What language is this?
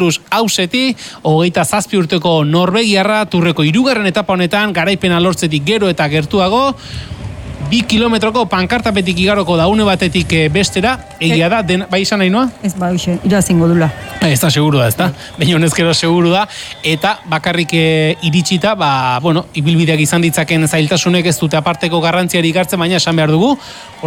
Basque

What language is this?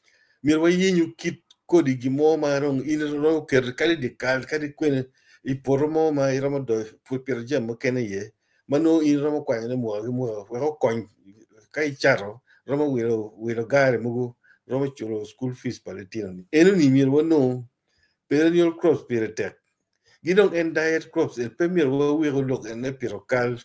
Acoli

